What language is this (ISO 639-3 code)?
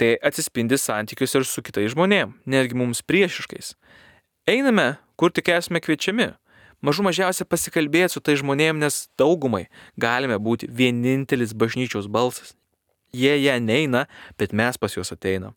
lit